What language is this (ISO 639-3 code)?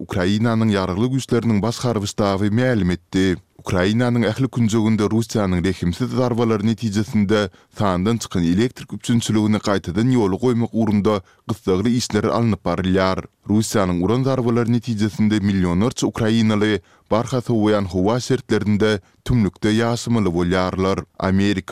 tuk